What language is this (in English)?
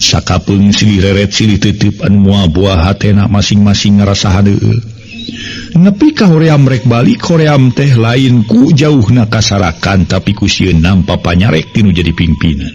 Sundanese